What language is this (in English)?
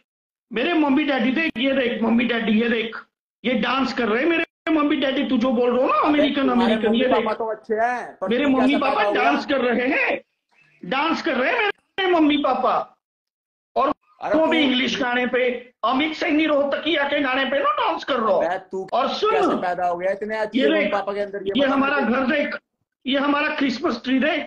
Hindi